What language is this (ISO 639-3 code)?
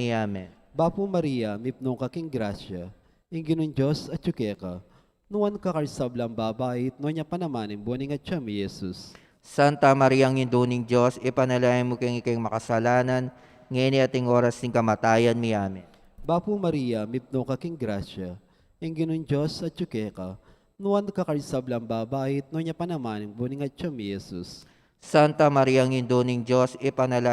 pam